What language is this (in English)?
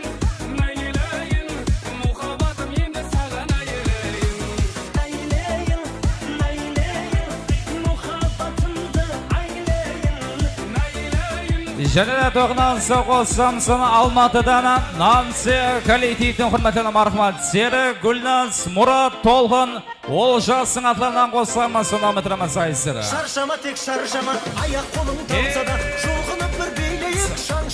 Kara-Kalpak